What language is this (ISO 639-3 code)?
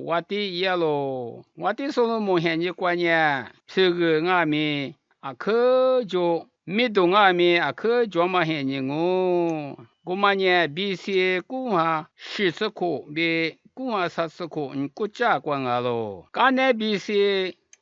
lis